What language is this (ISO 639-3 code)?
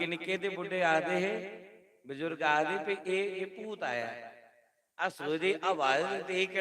doi